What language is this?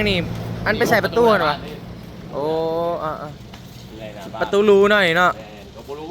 Northeastern Thai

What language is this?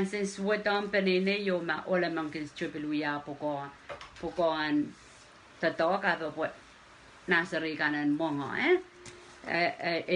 Pohnpeian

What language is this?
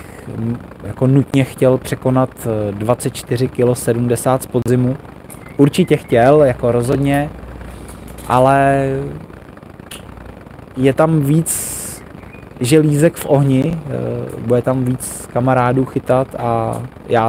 Czech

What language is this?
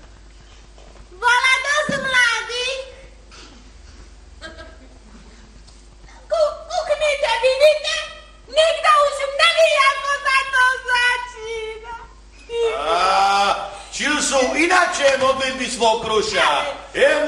Slovak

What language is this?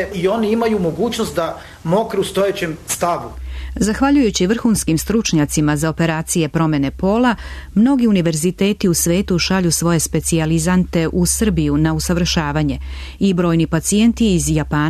Serbian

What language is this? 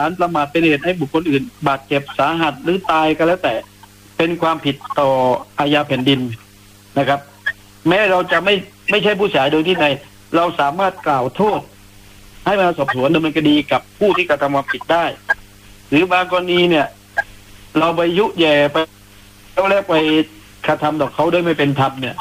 Thai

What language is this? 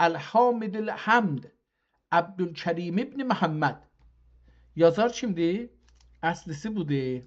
South Azerbaijani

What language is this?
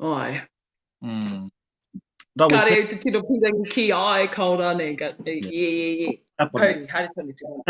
Māori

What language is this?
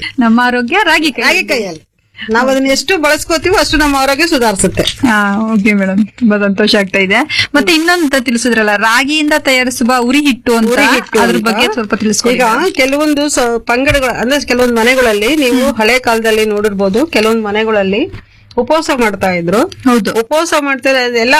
Kannada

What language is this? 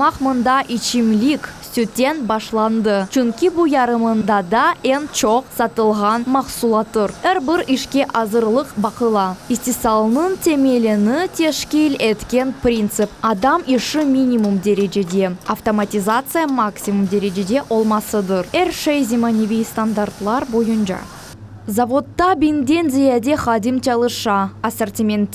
Crimean Tatar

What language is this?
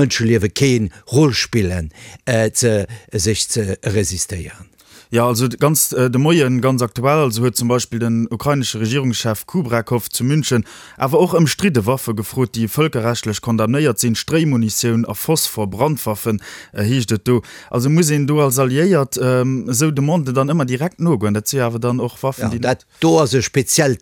Luxembourgish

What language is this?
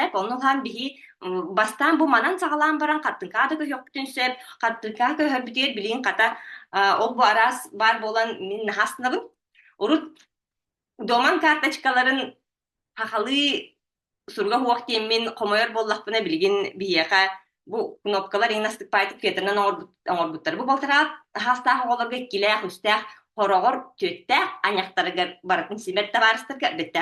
Yakut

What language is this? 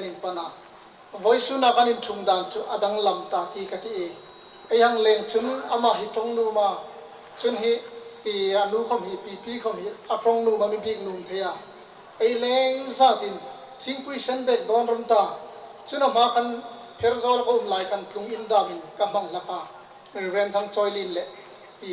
Hmar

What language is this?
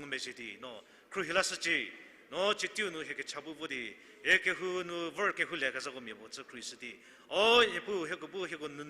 Angami Naga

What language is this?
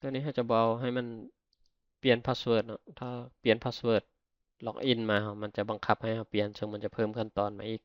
Lao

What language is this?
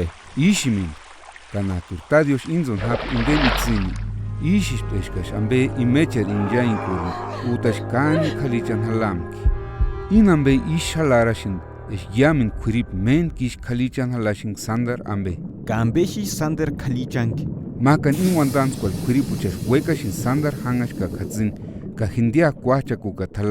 Purepecha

